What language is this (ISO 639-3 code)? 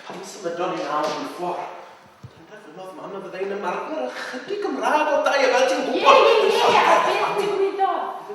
cym